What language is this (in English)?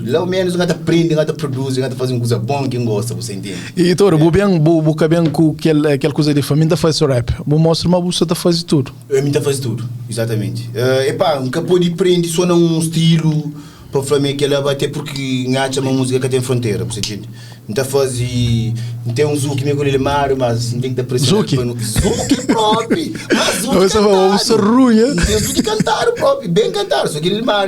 Kabuverdianu